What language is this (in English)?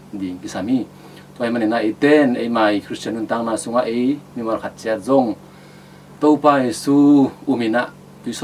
Tedim Chin